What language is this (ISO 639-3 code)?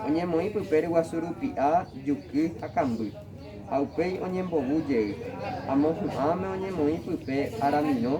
grn